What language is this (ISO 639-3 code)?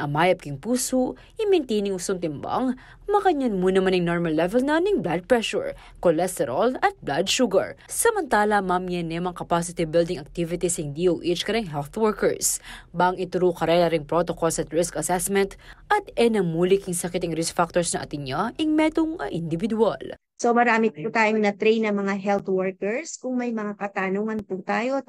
pam